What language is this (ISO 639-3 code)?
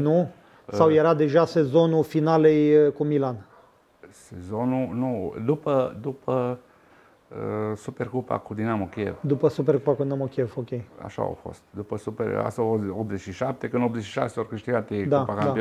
ron